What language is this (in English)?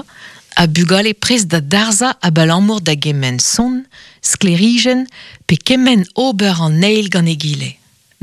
Breton